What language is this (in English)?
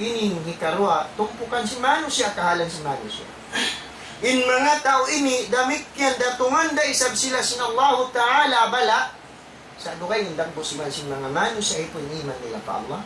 Tausug